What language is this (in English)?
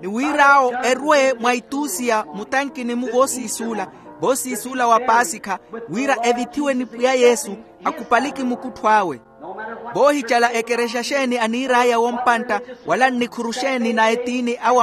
Makhuwa